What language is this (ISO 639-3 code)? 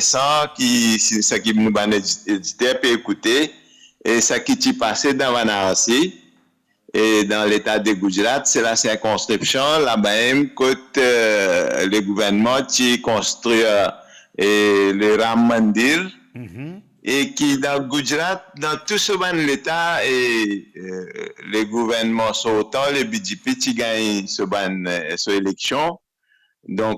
mfe